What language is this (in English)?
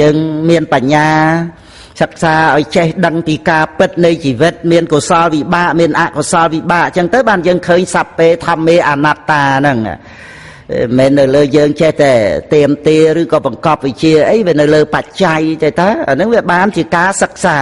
Khmer